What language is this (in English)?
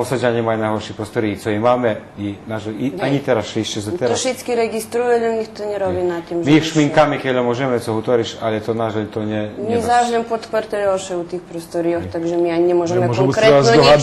Rusyn